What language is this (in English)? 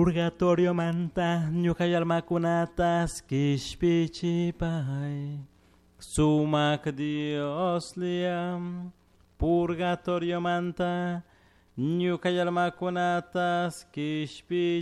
Chimborazo Highland Quichua